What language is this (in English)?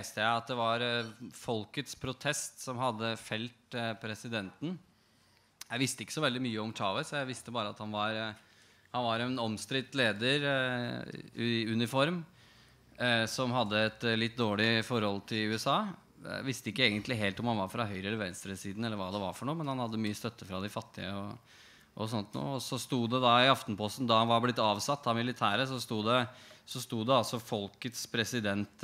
Norwegian